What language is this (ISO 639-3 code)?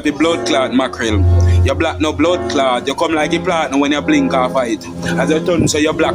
jam